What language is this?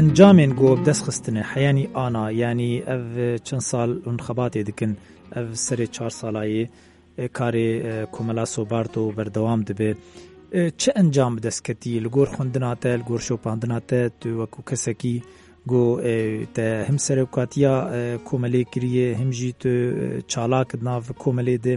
Kurdish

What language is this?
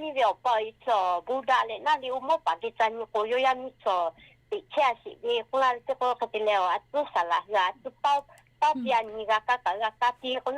Lahu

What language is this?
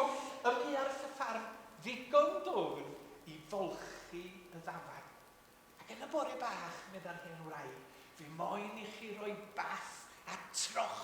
Welsh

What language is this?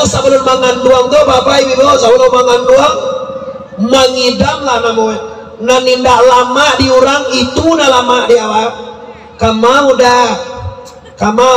Minangkabau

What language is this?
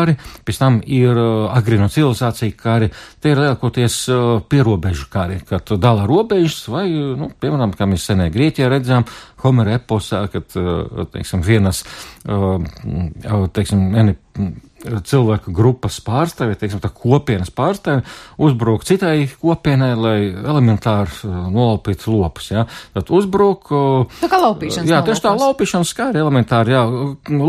Latvian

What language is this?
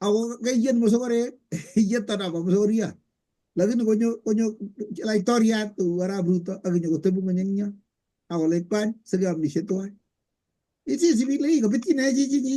Kalenjin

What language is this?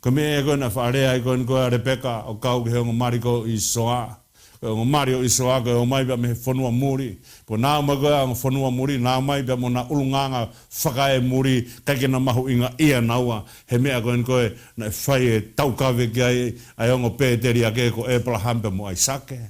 Tongan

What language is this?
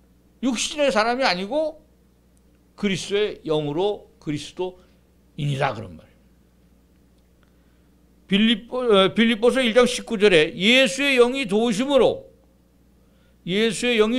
Korean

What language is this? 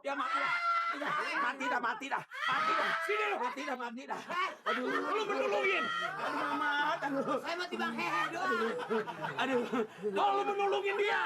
Betawi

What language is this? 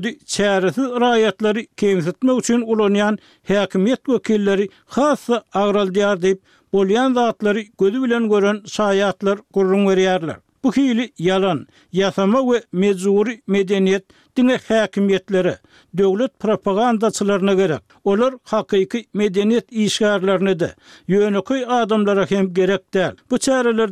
Turkmen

